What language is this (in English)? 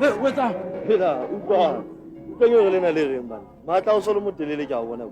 Southern Sotho